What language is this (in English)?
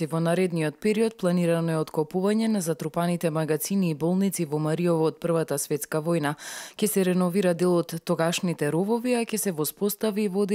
Macedonian